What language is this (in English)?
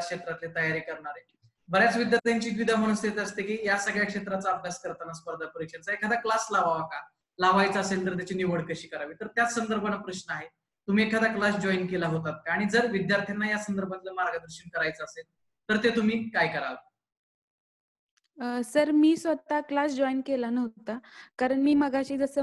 Marathi